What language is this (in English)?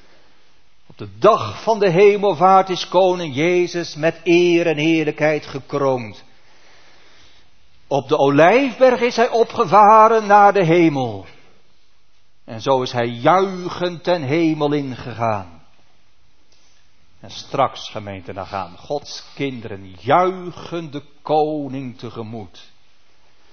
Dutch